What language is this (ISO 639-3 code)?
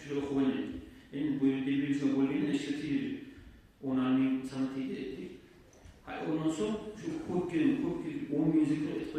kum